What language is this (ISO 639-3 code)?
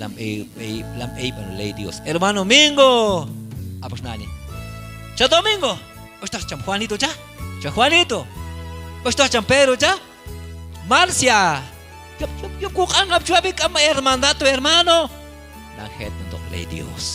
kjb